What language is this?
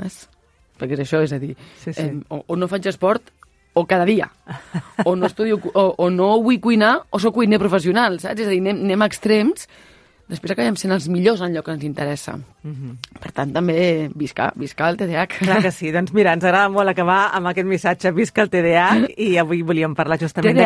Catalan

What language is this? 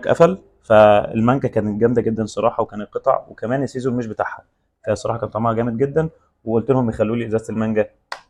Egyptian Arabic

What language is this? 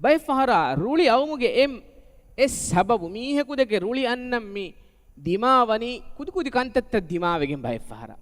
Divehi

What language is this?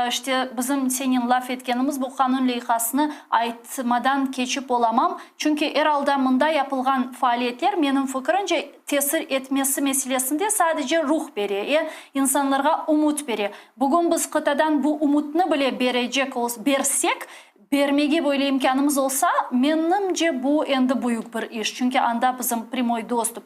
Crimean Tatar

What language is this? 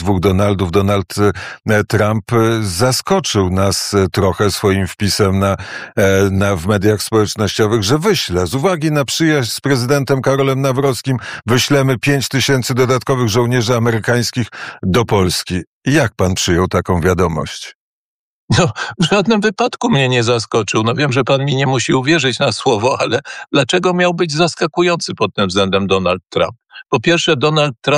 Polish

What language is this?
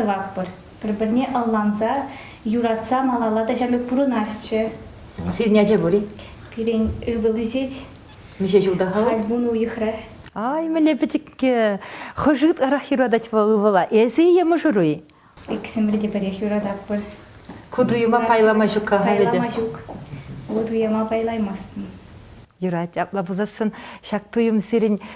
Chuvash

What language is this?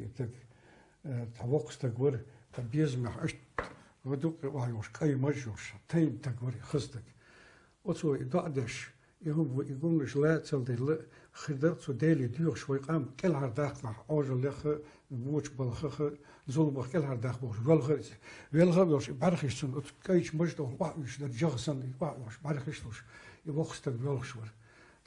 Chechen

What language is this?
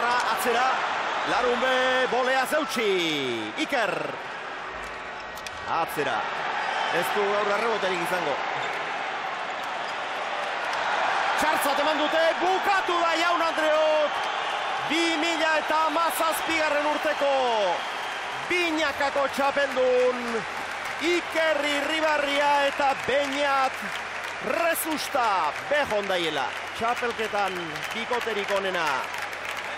Basque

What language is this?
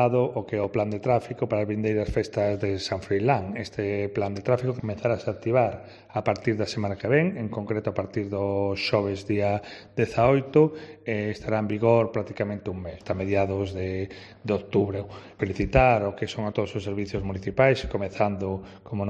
Galician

